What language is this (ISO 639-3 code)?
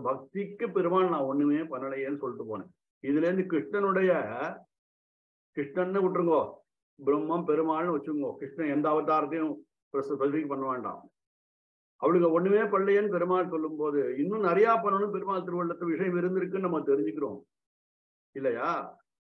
tam